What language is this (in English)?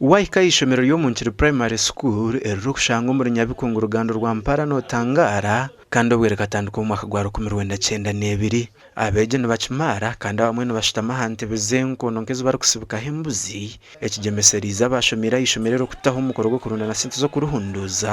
Nyankole